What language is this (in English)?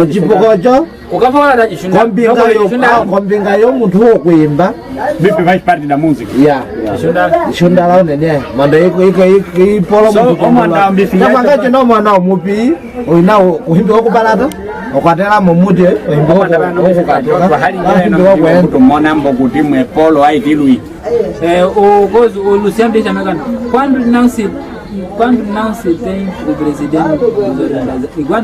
Nyaneka